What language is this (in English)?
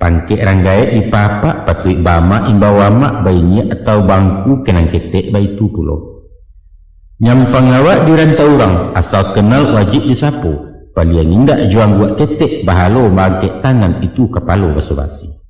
Minangkabau